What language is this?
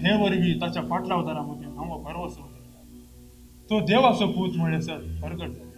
Konkani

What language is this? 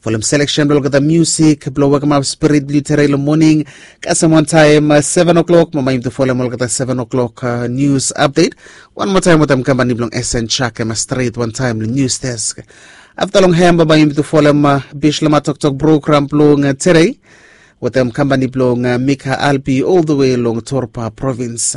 Bislama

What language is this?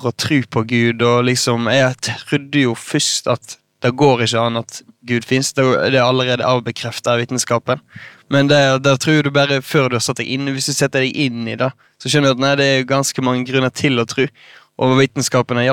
Norwegian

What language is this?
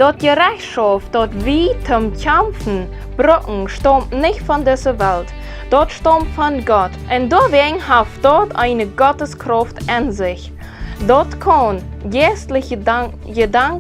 Plautdietsch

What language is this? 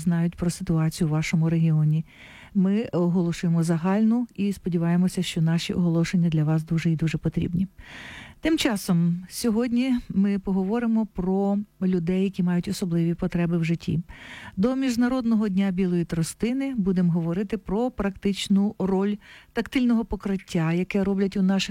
Ukrainian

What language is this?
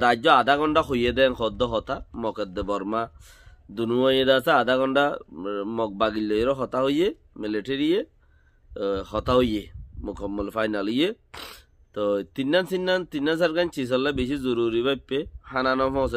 Rohingya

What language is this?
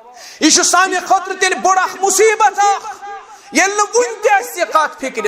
Kashmiri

